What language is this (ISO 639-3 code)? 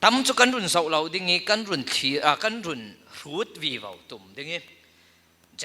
cfm